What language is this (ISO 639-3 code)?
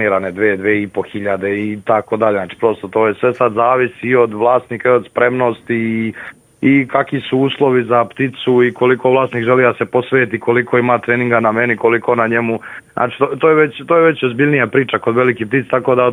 srp